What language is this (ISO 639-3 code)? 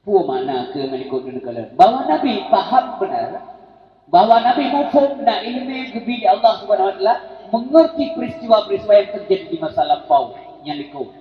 ace